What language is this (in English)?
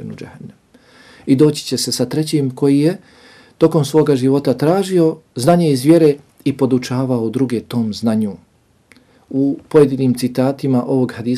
Bosnian